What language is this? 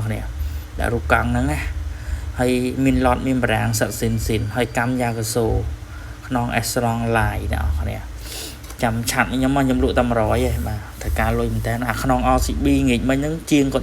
Khmer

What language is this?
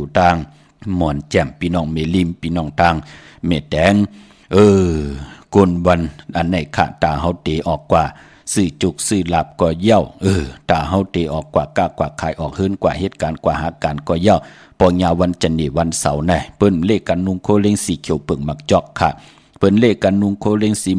Shan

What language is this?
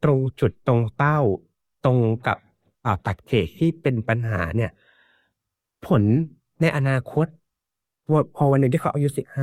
Thai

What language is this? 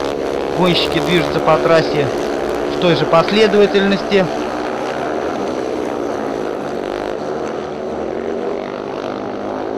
Russian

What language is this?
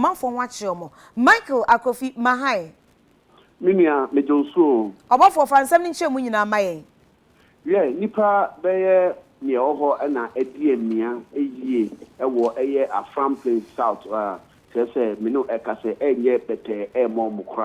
Akan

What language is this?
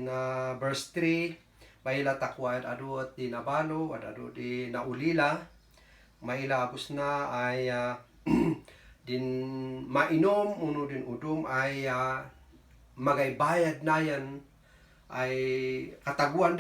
Kankanaey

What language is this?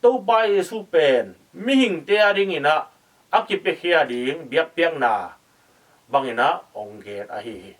Tedim Chin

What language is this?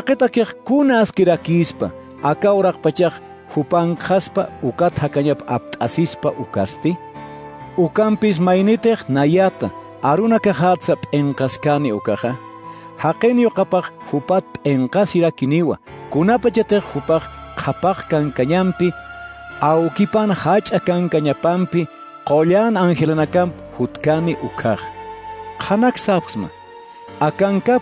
Aymara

